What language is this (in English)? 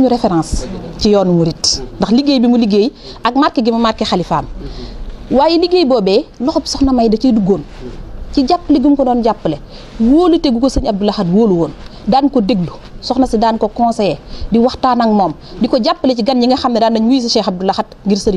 Wolof